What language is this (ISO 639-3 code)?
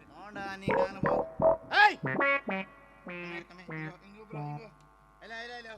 kok